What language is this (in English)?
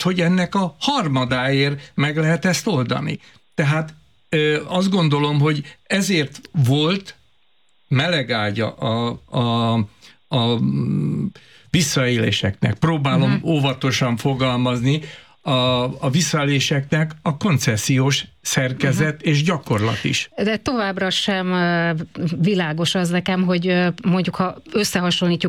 Hungarian